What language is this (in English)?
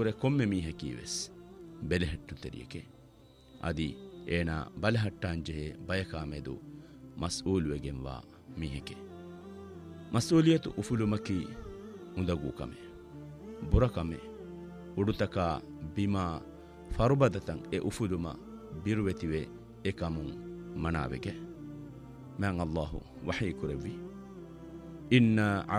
Divehi